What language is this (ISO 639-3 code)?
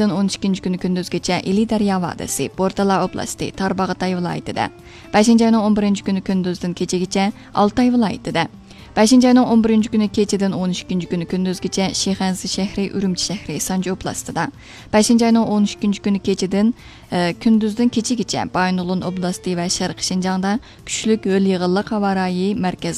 uig